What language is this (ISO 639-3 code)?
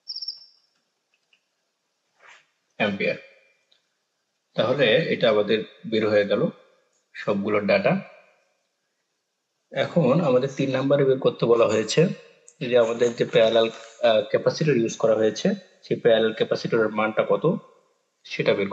ben